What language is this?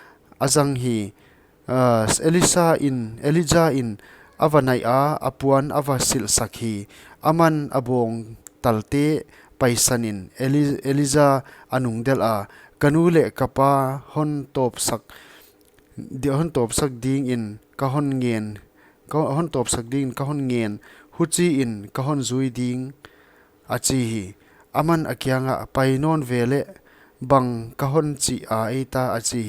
Paite Chin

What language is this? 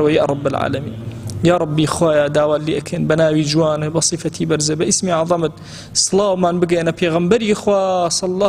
Central Kurdish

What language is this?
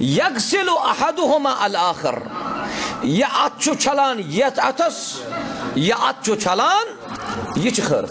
Kashmiri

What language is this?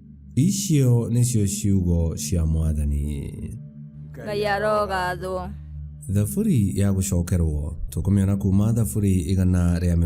Kikuyu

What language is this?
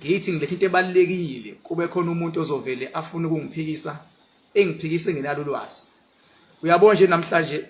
Zulu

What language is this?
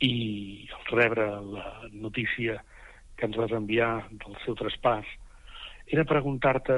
Catalan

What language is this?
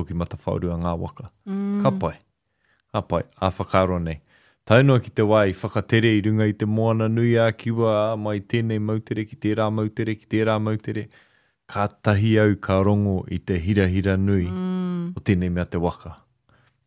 Māori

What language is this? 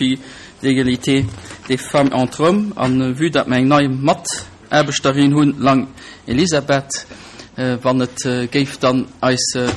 Luxembourgish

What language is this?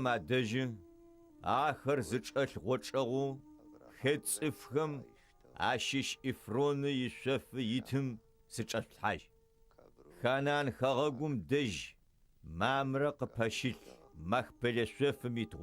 Adyghe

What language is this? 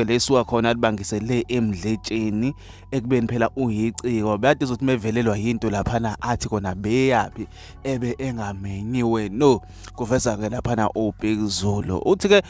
Zulu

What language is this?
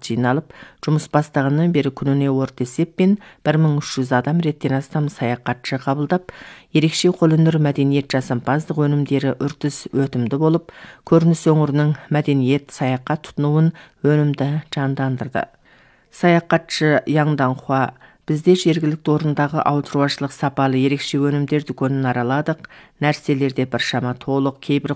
Kazakh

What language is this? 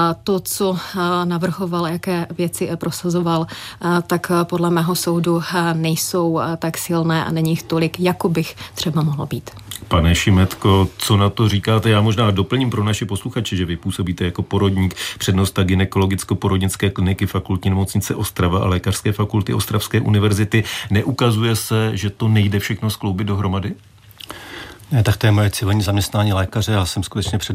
Czech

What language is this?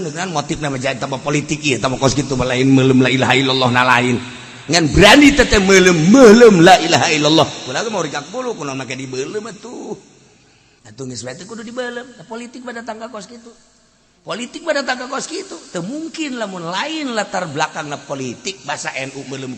Sundanese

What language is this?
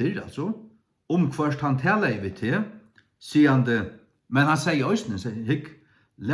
Faroese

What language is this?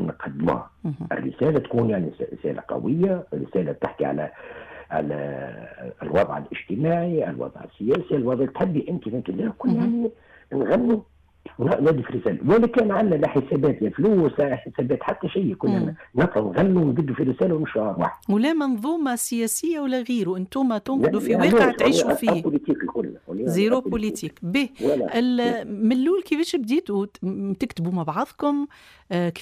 Tunisian Arabic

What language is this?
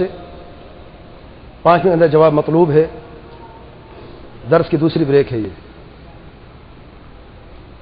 Urdu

